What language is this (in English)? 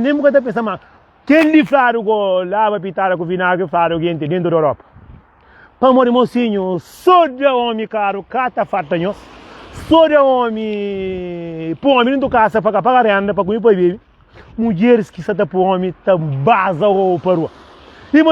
Kabuverdianu